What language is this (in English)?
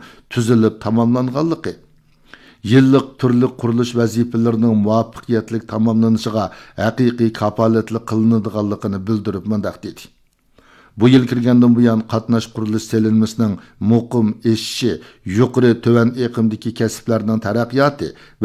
Uyghur